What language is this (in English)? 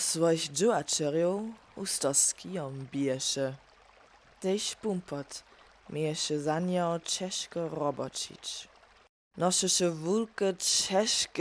Upper Sorbian